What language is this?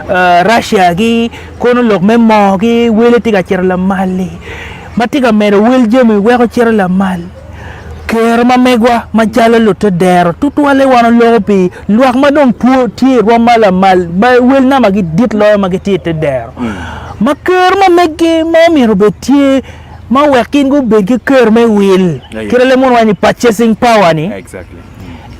Acoli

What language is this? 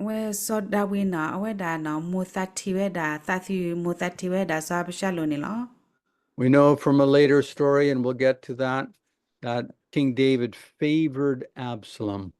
S'gaw Karen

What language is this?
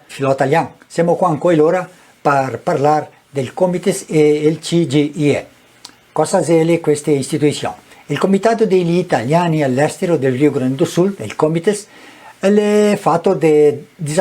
Venetian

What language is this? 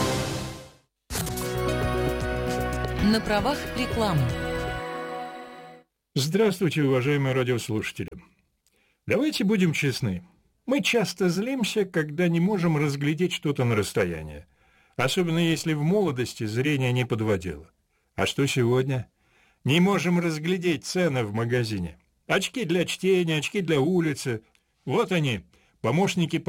Russian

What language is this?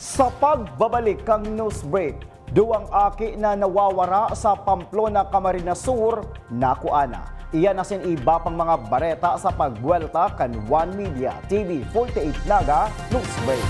Bikol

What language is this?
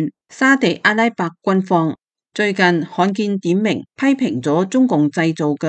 Cantonese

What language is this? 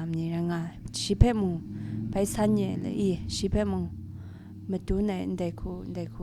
Kachin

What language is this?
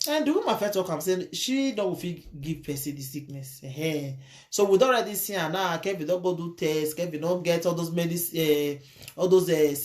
Nigerian Pidgin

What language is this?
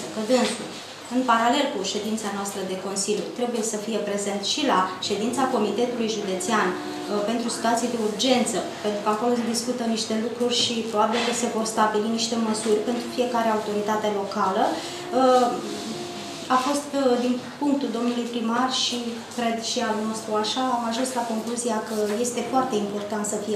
Romanian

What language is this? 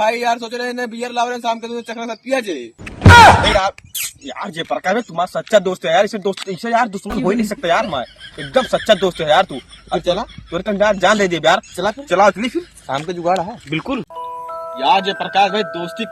Awadhi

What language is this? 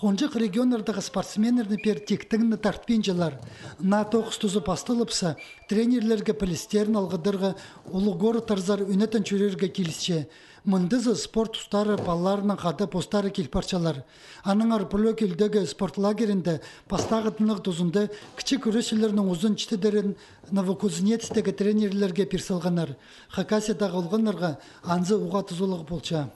Khakas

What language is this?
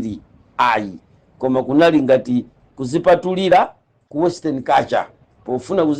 Nyanja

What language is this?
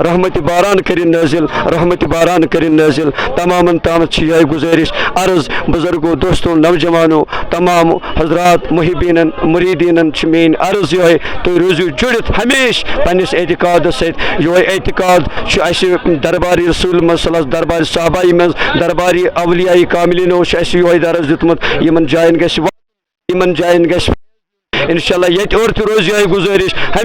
Kashmiri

